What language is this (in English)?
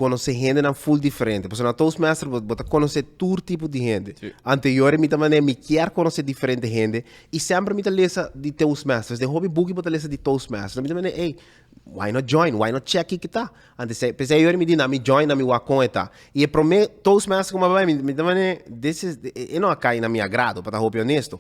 Papiamento